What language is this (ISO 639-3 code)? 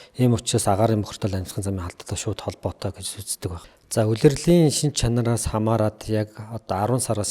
mon